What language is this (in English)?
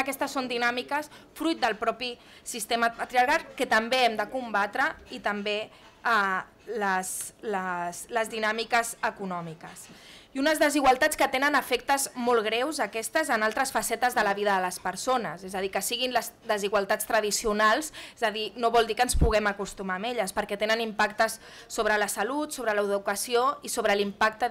Catalan